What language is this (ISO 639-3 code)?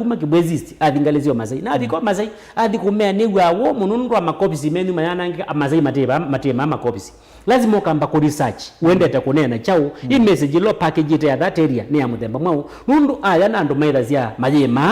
kam